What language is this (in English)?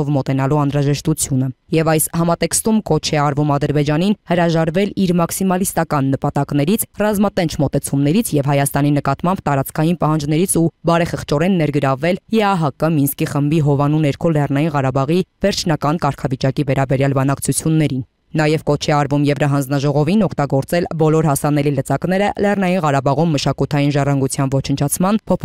Armenian